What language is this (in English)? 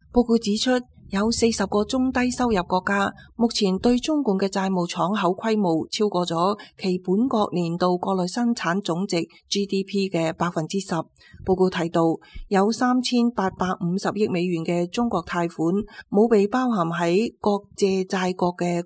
Cantonese